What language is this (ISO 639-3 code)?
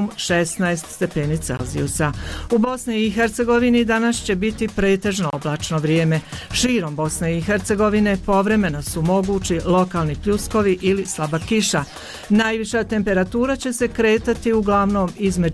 bos